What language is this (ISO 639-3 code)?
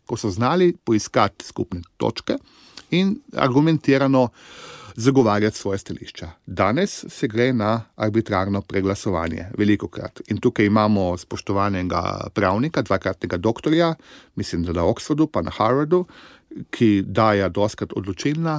slv